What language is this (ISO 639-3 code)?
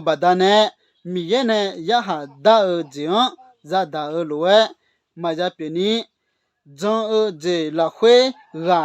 ahk